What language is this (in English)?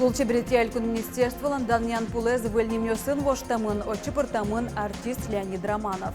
Udmurt